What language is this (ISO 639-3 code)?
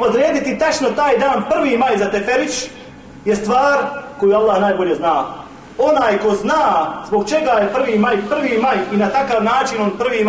bos